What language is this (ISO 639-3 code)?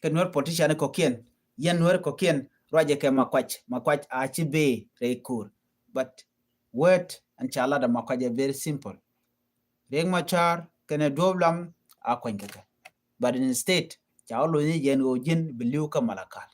nus